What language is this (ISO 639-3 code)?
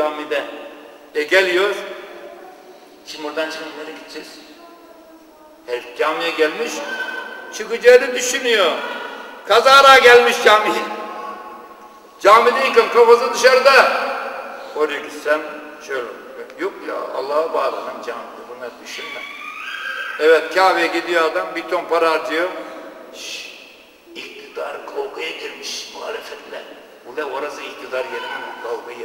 tur